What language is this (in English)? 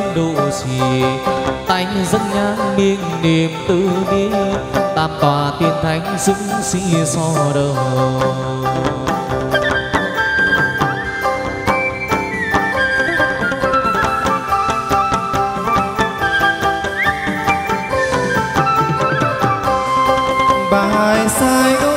Vietnamese